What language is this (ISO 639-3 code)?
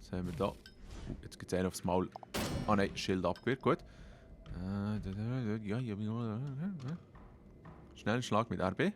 gsw